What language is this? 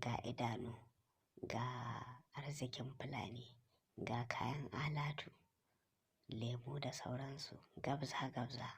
Hausa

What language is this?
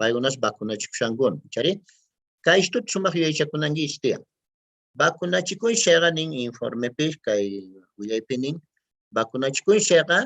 Quechua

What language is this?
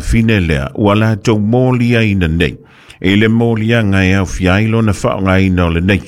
Samoan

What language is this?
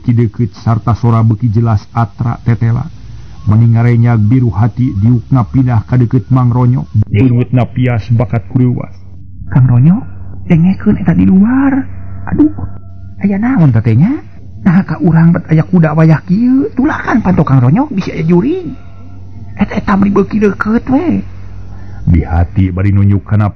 Sundanese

